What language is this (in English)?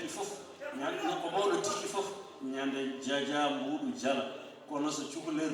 Fula